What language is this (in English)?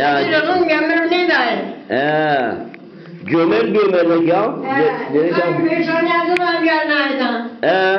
Zaza